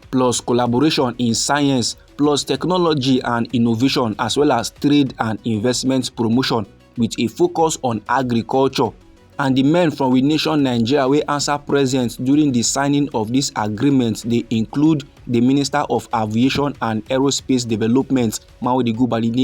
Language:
Nigerian Pidgin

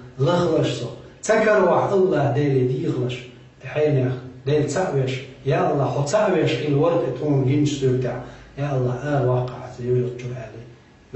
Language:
Chechen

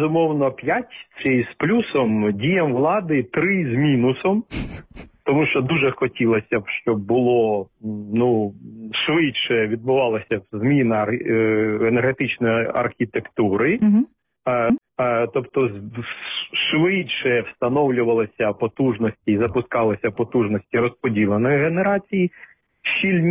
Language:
Ukrainian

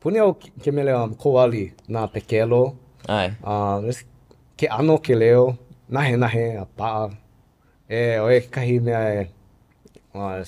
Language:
Hawaiian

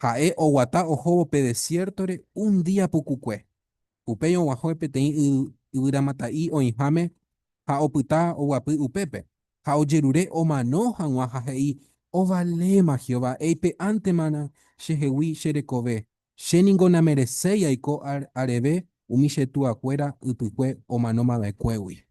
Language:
Guarani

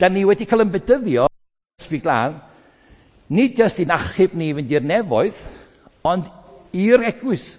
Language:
Welsh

